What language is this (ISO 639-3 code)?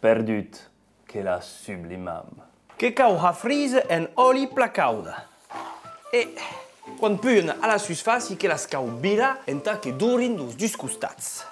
oci